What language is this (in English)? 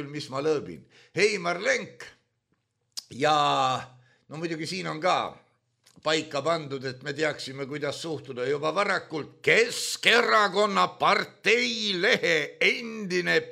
Estonian